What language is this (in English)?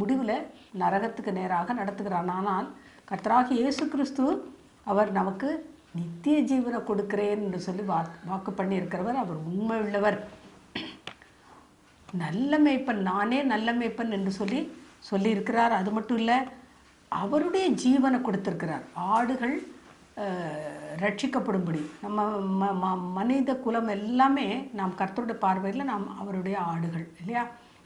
Tamil